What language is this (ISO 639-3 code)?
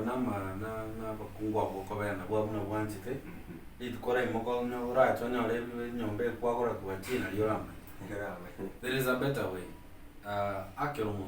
guz